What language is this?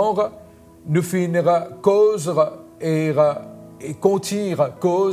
Morisyen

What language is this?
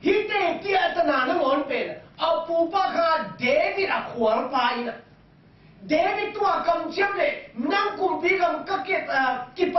Tedim Chin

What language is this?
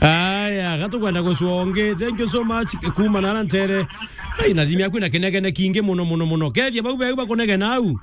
Meru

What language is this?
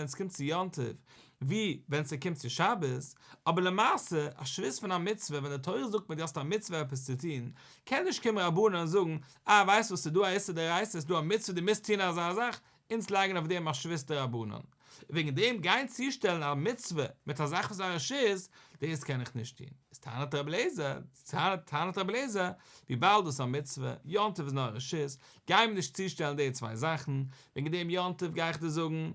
Yiddish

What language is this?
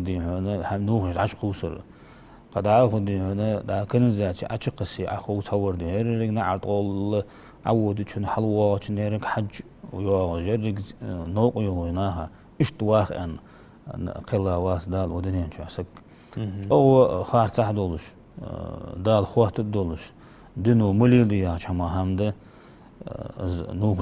Ingush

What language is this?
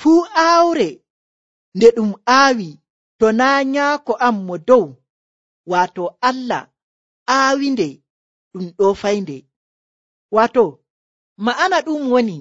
Nigerian Fulfulde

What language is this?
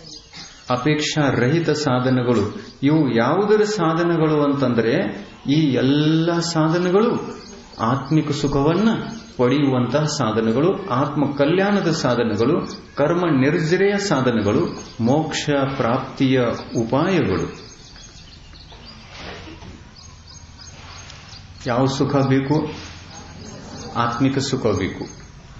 Kannada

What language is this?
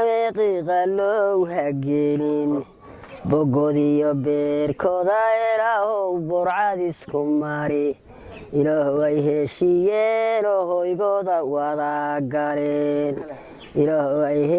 Somali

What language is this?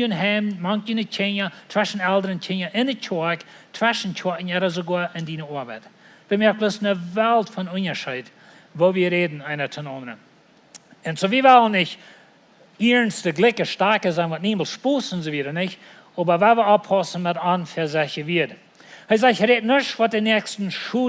Plautdietsch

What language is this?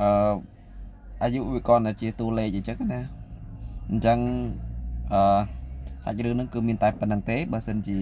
Khmer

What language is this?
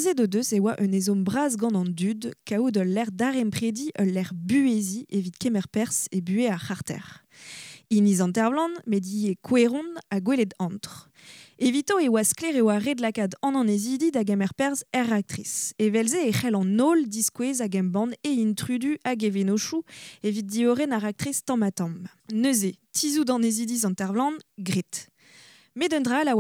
Breton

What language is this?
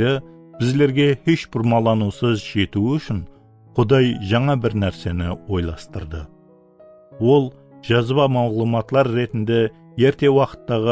Kara-Kalpak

